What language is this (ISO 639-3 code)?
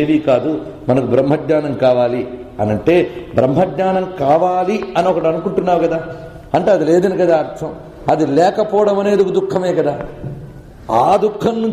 tel